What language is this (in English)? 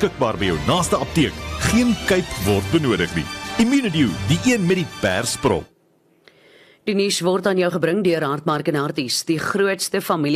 Afrikaans